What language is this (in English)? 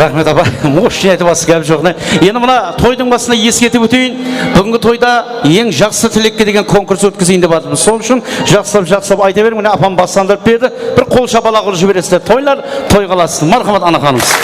Kara-Kalpak